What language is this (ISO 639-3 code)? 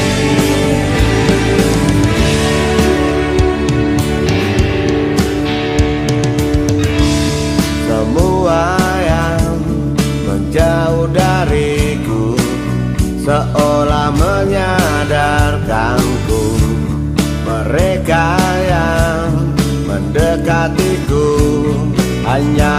ind